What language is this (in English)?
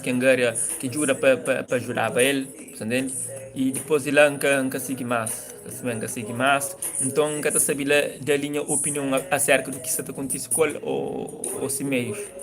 Kabuverdianu